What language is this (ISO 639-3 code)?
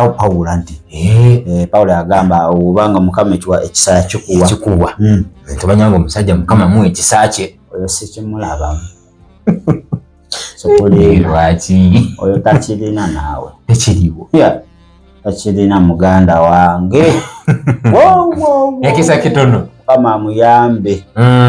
lug